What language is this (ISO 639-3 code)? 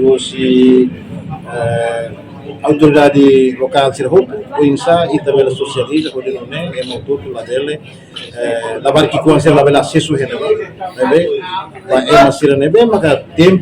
tet